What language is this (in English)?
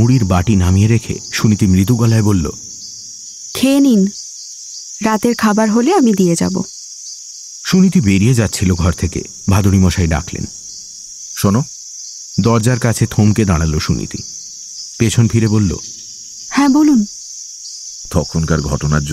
Bangla